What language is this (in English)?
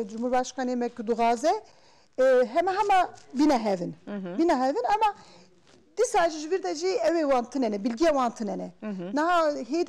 Kurdish